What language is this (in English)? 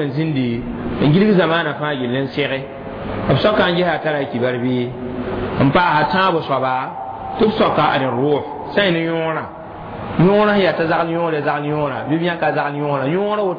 Mossi